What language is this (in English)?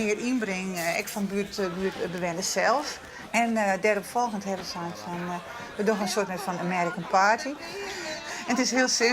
Western Frisian